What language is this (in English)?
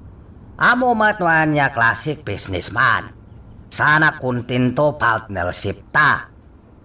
Iloko